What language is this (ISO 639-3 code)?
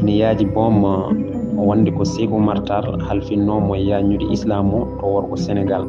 ful